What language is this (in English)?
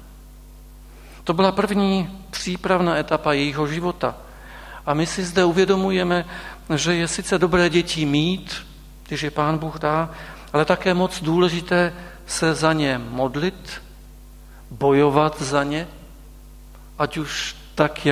Czech